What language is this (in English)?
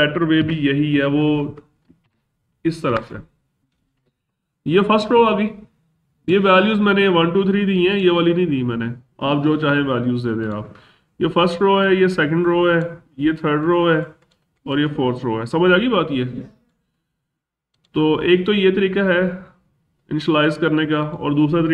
Hindi